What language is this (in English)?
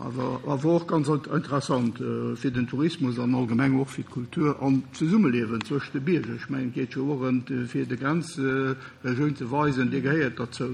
Luxembourgish